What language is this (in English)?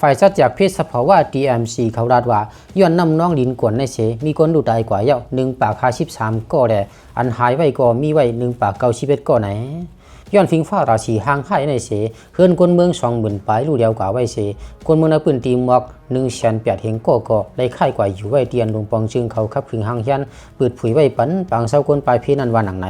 Lao